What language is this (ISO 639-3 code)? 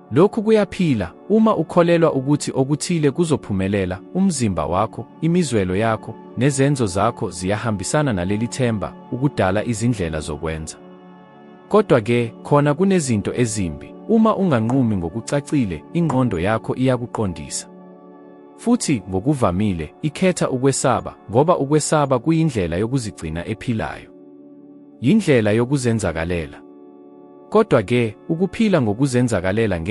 zul